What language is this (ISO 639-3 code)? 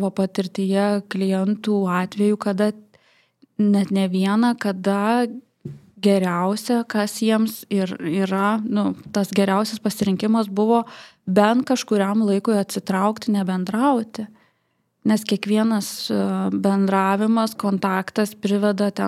lit